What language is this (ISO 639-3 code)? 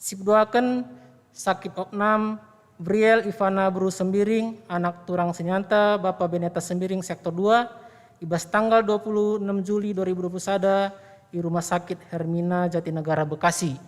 btx